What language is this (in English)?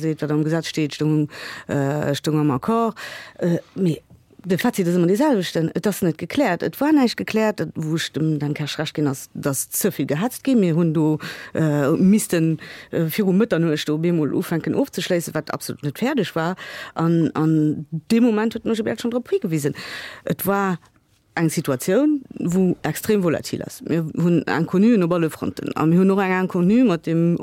Luxembourgish